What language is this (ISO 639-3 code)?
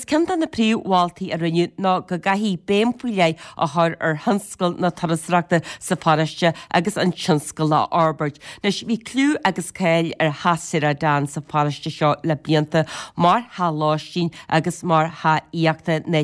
gle